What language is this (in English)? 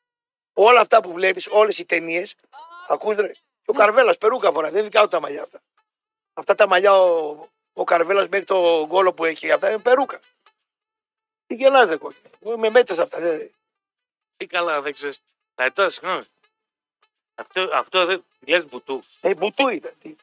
Greek